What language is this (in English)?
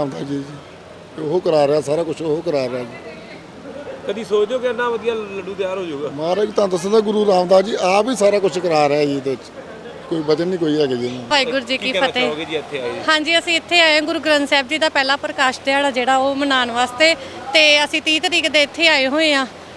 Punjabi